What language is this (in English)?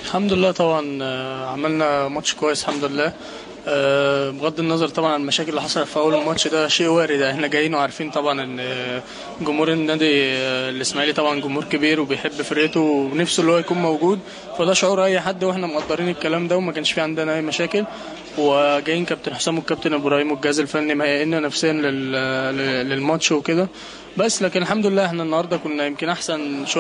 Egyptian Arabic